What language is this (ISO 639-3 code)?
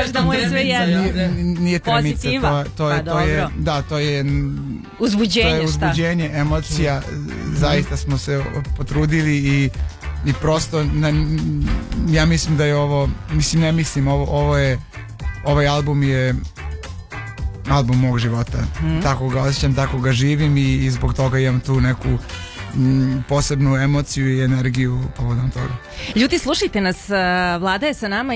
srp